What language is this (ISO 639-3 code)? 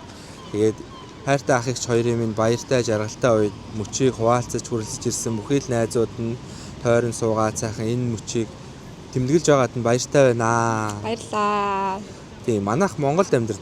mon